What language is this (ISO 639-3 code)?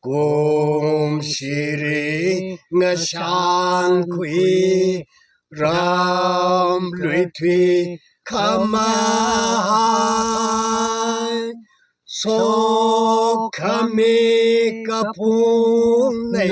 nmf